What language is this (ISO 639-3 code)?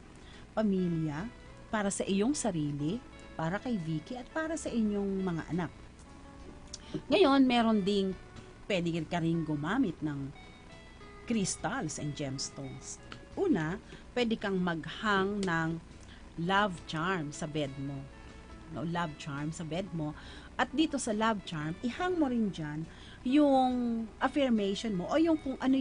fil